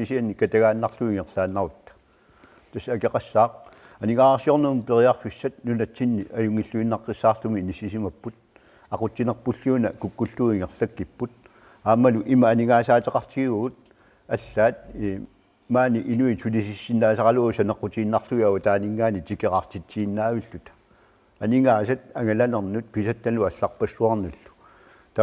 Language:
Kalaallisut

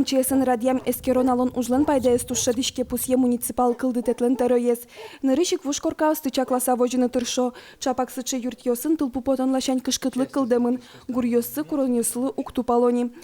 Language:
Udmurt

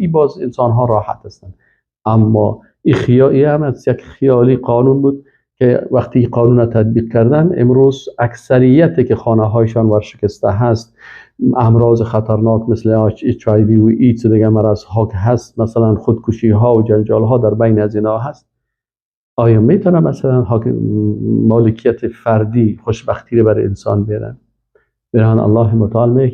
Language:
Persian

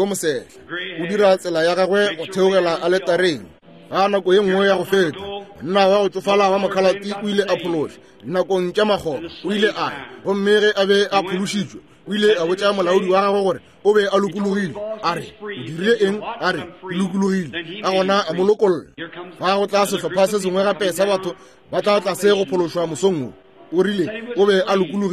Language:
Northern Sotho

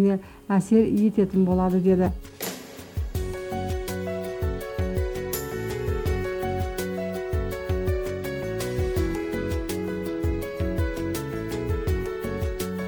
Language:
Kazakh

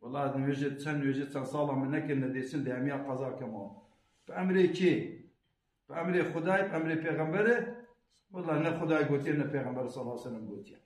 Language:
Kurdish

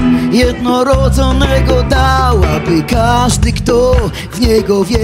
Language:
Polish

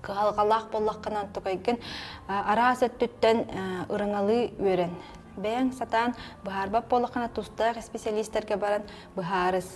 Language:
Yakut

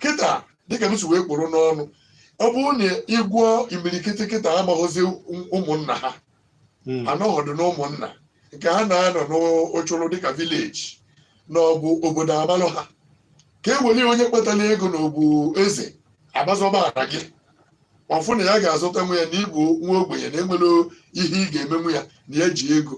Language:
Igbo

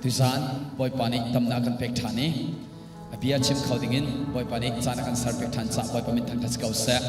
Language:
Hakha Chin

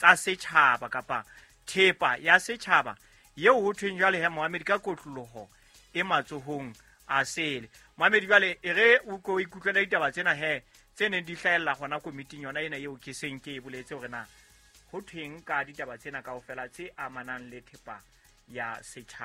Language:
Southern Sotho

